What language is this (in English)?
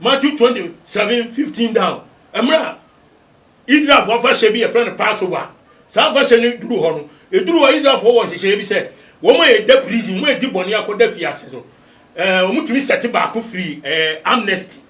Akan